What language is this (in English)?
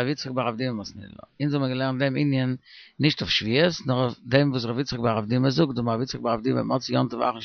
Yiddish